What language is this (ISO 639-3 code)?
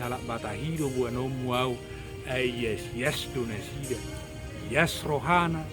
bbc